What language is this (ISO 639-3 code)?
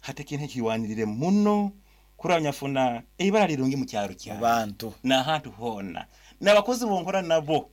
nyn